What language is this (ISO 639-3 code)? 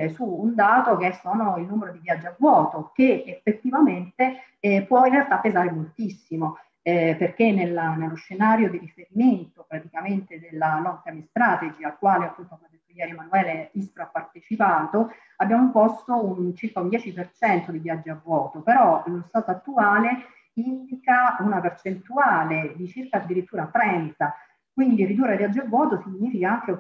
ita